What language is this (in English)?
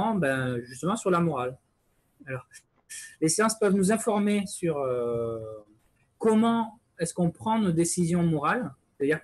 French